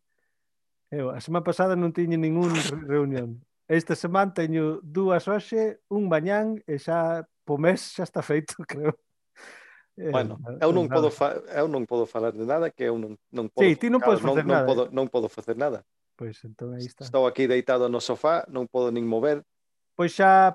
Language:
Galician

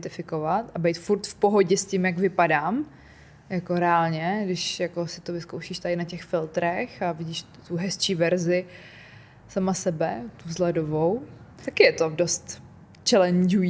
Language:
Czech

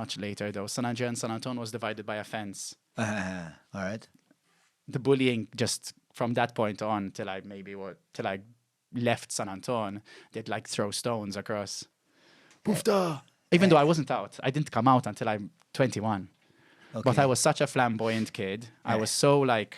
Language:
English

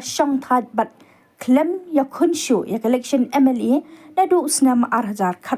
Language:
Khasi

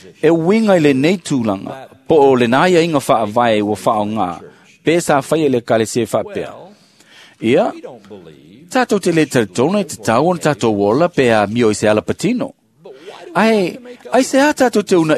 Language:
Samoan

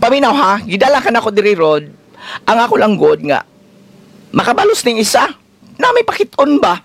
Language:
Cebuano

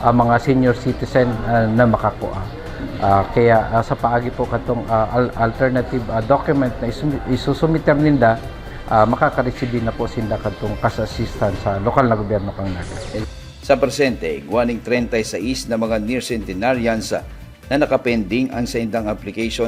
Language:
Bikol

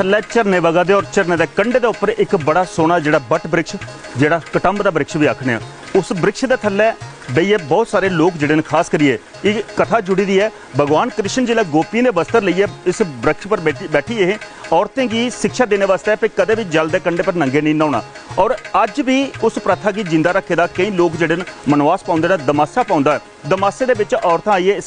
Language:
Dogri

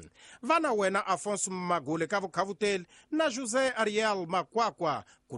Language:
Tsonga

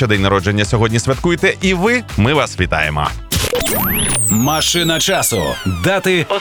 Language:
Ukrainian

